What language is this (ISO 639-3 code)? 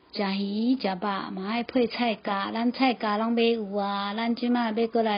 nan